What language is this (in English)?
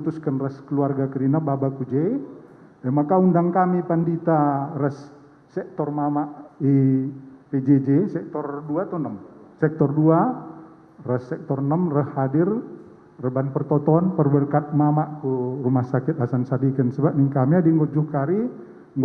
Batak Karo